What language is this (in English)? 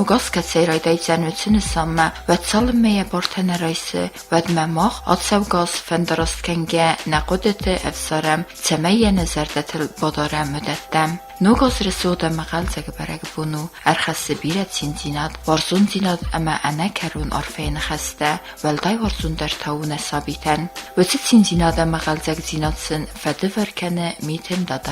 Ossetic